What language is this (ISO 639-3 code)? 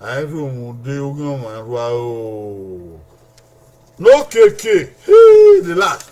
bin